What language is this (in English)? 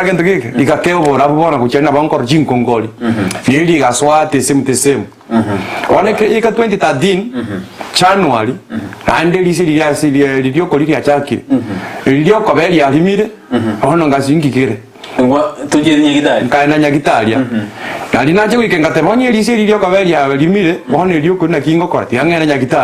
Gusii